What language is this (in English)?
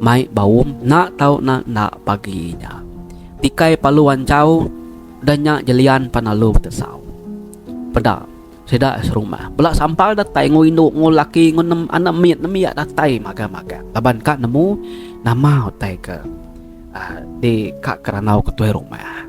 Iban